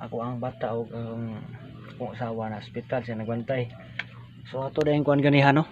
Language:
Cebuano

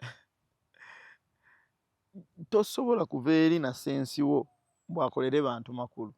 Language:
Ganda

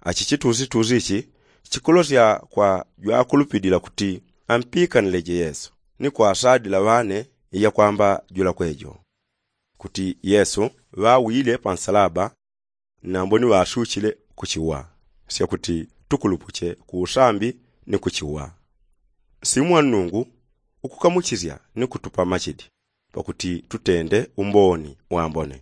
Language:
Yao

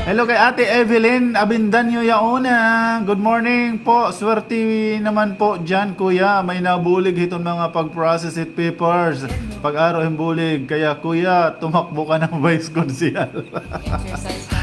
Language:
Waray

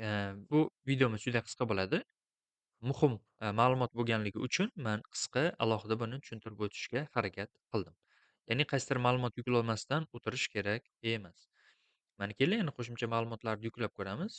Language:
Uzbek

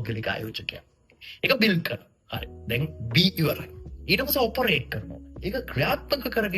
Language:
Sinhala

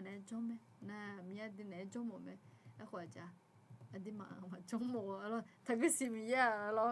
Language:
Akha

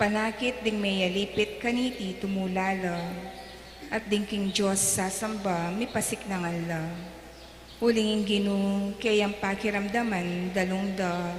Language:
Pampanga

